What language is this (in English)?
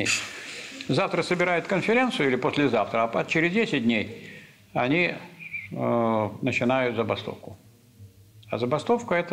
Russian